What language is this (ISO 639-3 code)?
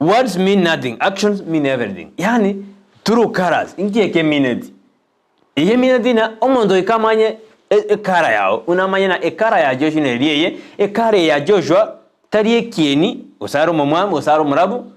guz